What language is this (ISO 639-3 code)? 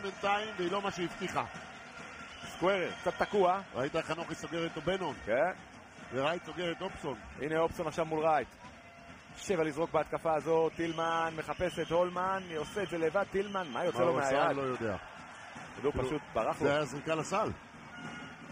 heb